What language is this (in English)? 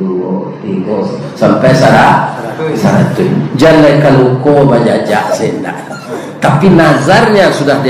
Minangkabau